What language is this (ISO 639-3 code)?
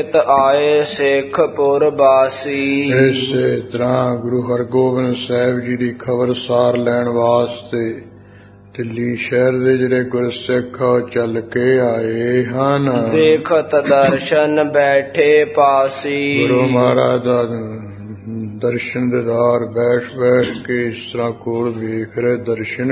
pan